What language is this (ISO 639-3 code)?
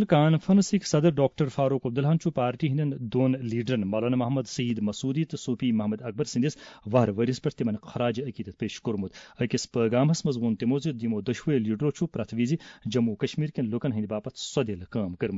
kas